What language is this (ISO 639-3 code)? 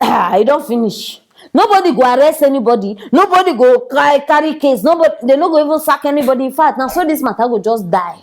pcm